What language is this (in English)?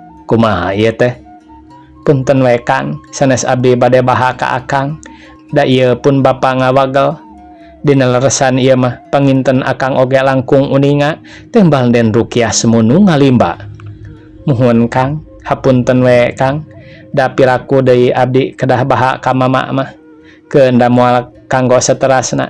Sundanese